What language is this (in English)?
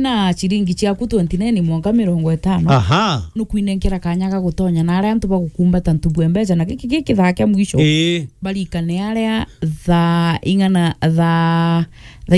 Meru